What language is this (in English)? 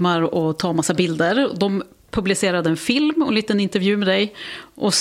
Swedish